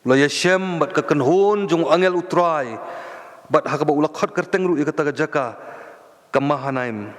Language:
Khasi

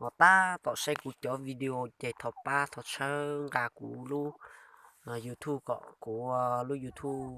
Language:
Hmong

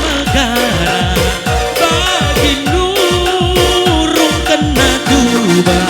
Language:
Batak Karo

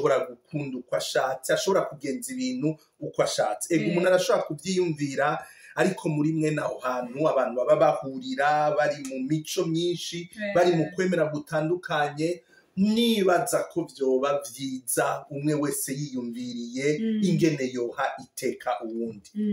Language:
Rundi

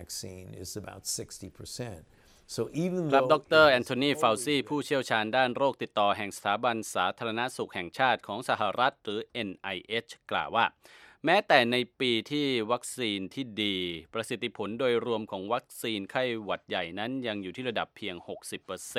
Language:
Thai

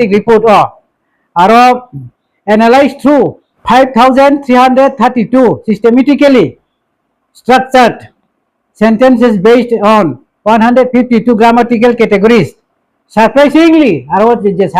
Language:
Riang (India)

